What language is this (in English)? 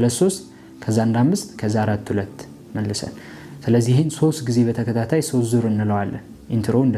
Amharic